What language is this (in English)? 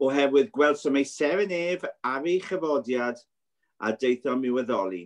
Welsh